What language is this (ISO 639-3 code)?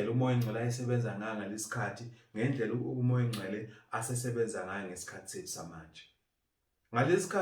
zul